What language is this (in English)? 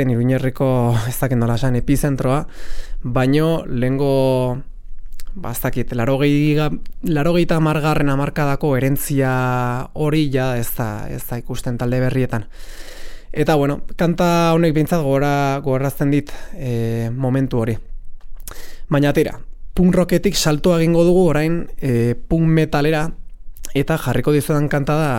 Basque